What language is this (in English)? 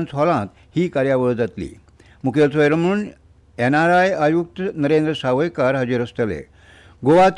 Konkani